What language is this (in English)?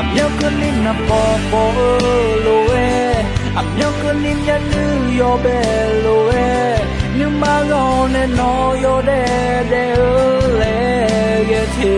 Akha